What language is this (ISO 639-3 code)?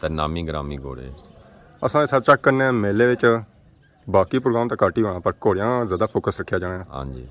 phr